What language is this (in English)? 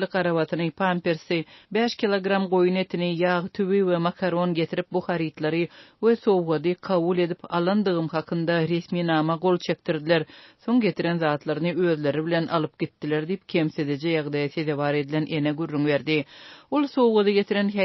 Turkmen